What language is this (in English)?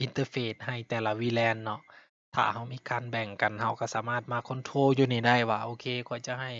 Lao